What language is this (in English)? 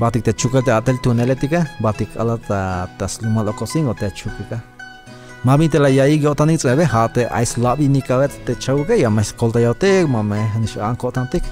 Tzeltal